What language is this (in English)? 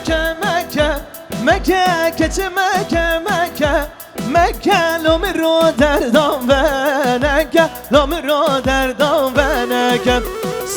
Kurdish